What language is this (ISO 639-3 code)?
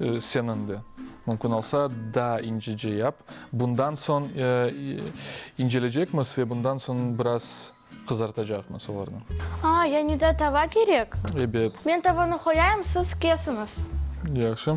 crh